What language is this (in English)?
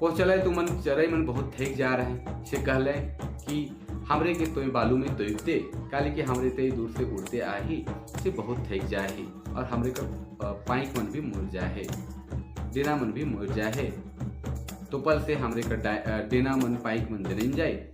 Sadri